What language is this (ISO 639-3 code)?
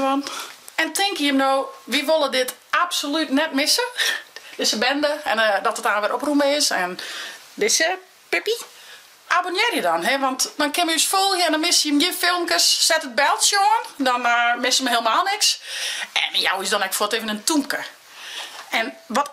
fry